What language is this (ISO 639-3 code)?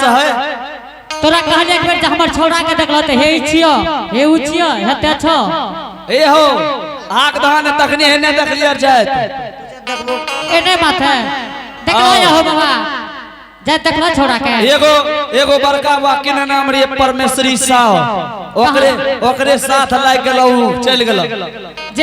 anp